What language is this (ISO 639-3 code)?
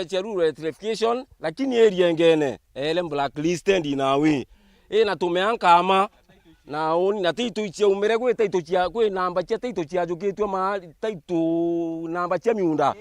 mer